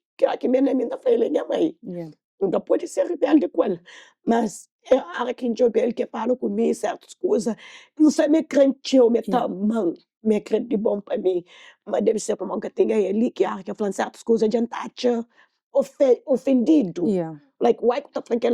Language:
Kabuverdianu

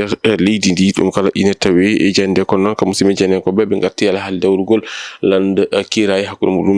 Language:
Fula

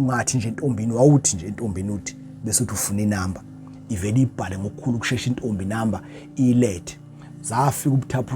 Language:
Zulu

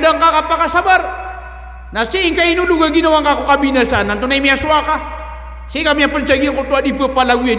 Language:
Maranao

